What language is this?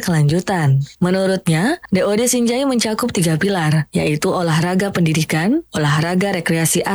Indonesian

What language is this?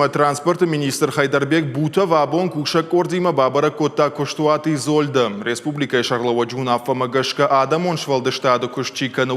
Ossetic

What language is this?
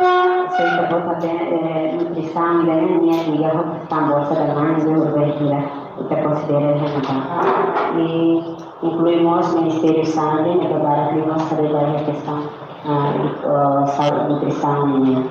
Tetum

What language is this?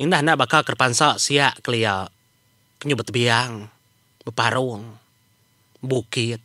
Iban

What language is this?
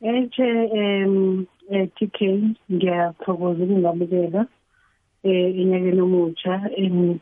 South Ndebele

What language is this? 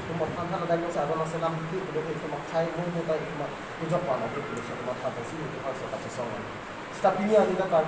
Karbi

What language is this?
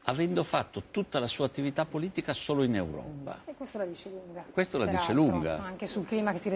Italian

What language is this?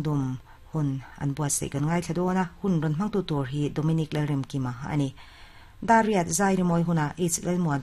Mizo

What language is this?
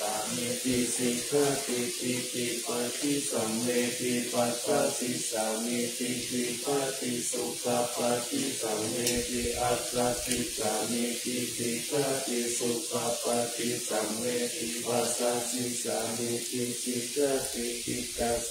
Pali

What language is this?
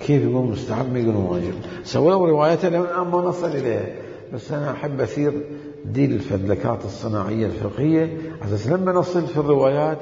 Mesopotamian Arabic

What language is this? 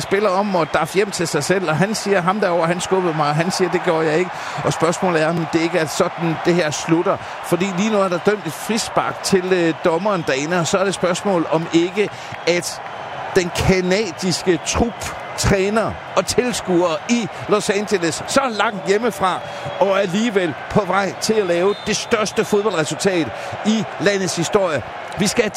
Danish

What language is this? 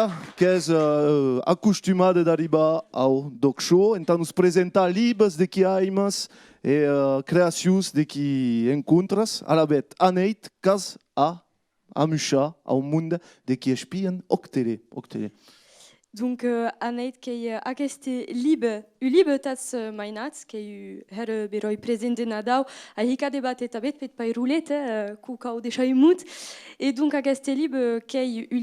Occitan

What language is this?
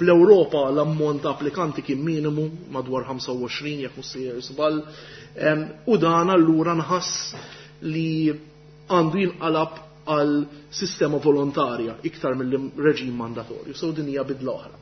Maltese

